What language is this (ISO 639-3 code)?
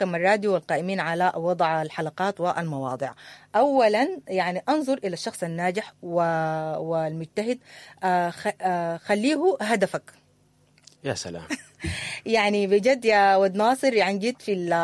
apd